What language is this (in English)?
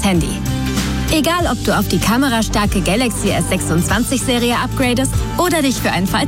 German